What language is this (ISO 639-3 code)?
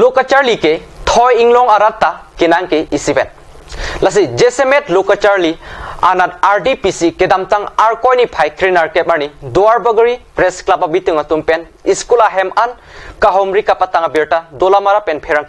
mjw